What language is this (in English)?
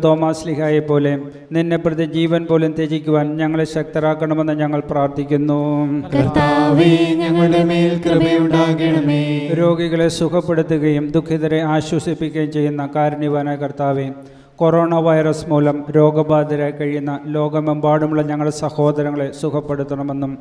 Malayalam